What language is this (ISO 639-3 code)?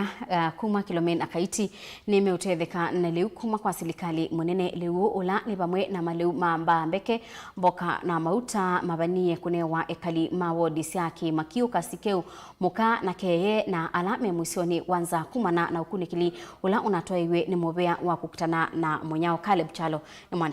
kam